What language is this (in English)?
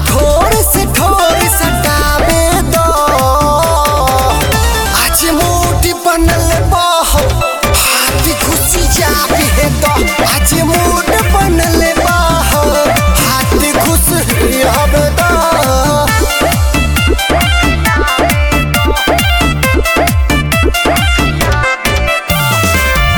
Bhojpuri